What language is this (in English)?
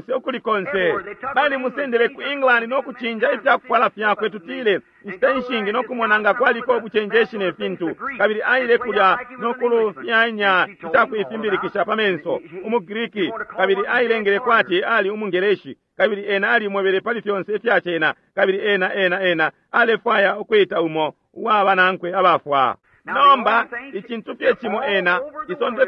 Bemba